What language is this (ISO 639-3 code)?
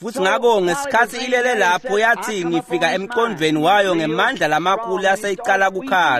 ssw